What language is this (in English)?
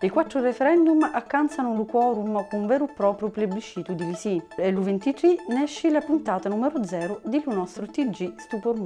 Sicilian